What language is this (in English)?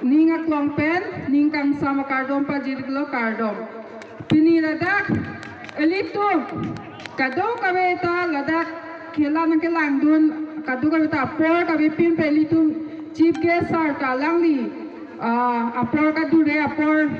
Karbi